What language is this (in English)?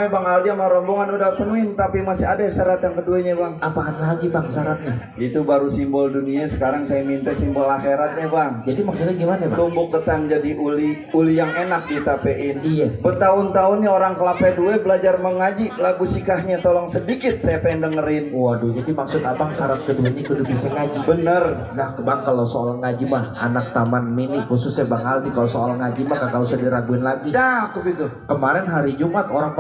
Betawi